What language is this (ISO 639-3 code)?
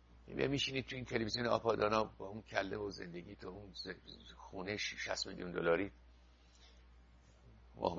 fas